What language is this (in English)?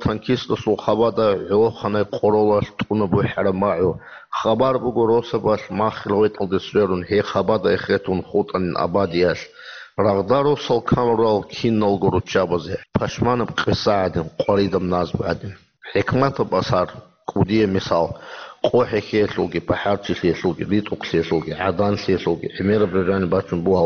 Avaric